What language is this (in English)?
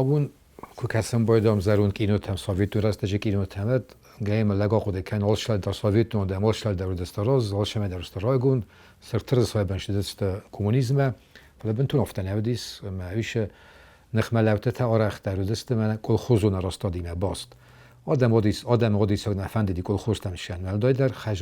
Ossetic